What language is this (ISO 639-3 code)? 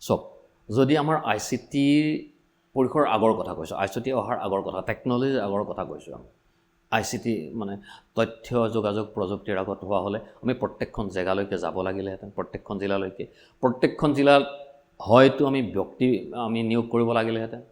asm